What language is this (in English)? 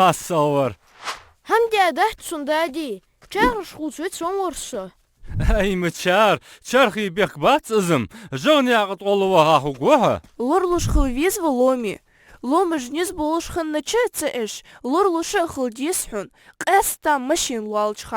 Ingush